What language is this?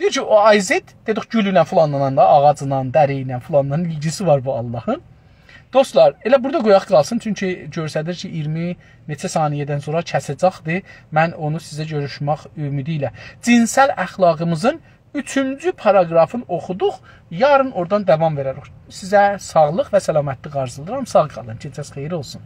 South Azerbaijani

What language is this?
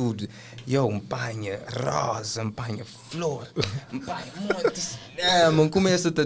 Kabuverdianu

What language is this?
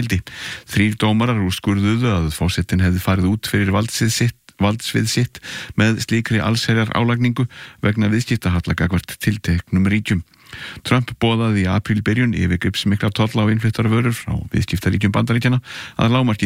Icelandic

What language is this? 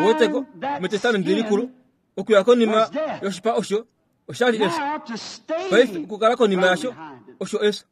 Kuanyama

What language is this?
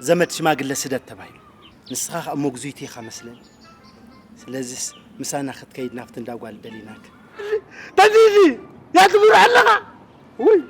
Tigrinya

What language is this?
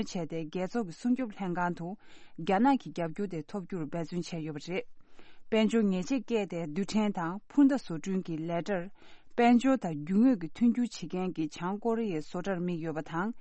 Tibetan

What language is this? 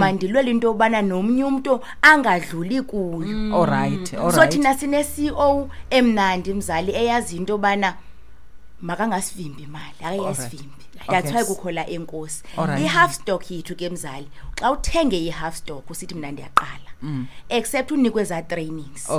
Xhosa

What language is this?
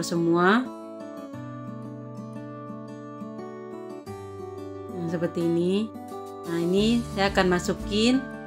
Indonesian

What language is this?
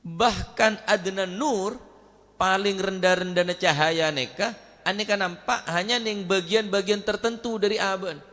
Madurese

